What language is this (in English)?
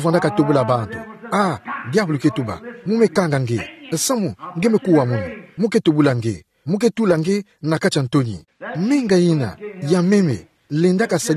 Kituba (Democratic Republic of Congo)